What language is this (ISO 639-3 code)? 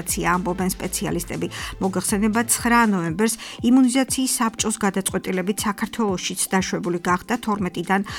kat